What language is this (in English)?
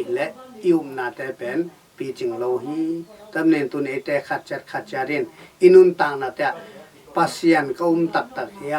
Tedim Chin